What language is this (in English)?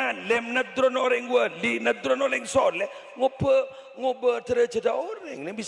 Madurese